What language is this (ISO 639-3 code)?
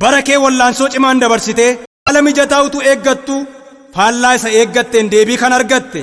orm